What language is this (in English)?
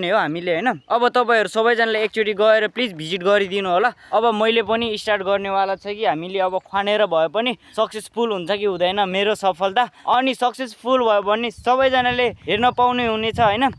Nepali